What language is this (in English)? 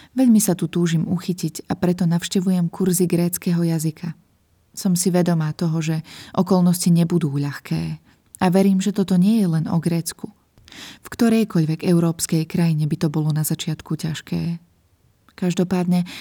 Slovak